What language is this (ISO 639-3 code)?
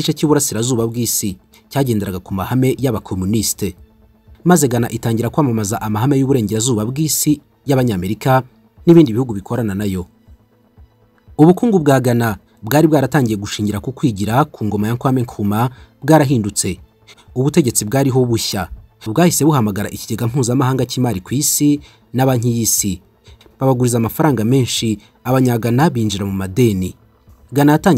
kin